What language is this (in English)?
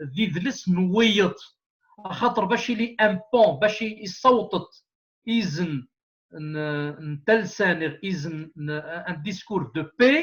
Kabyle